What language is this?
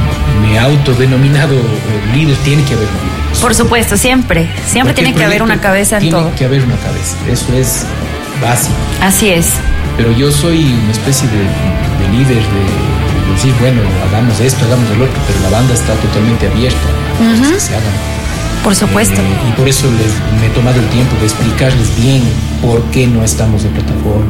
Spanish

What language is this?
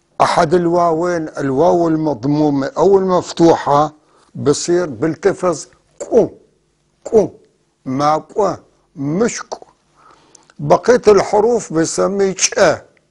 North Levantine Arabic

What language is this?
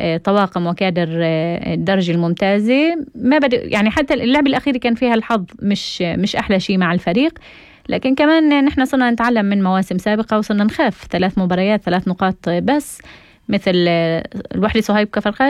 North Levantine Arabic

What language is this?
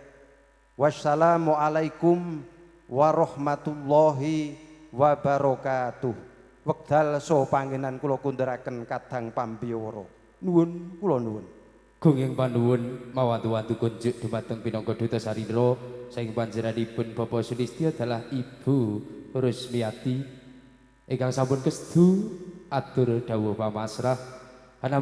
Javanese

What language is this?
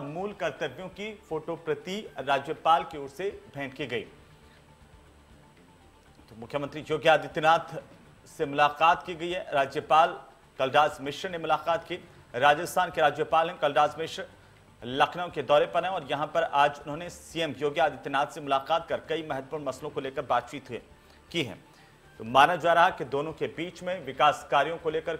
Hindi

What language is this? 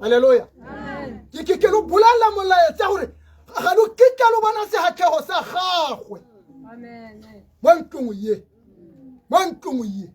Tswana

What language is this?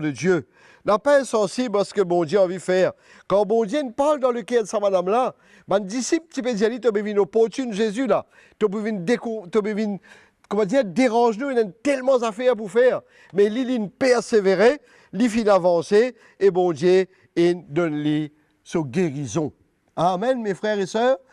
Morisyen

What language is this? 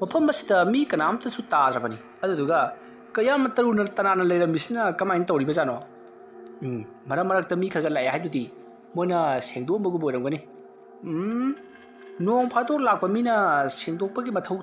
Manipuri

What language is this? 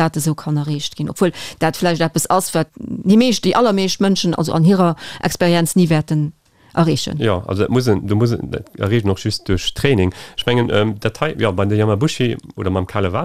Luxembourgish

